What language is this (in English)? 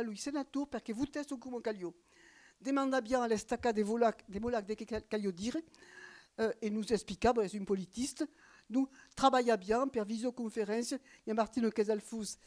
Occitan